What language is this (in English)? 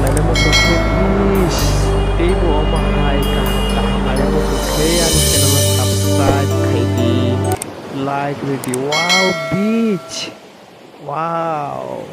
Kok Borok